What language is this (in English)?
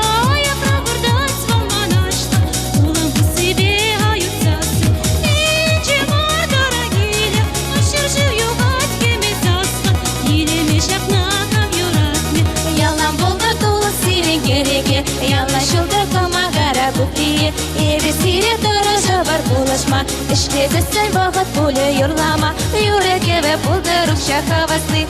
Chuvash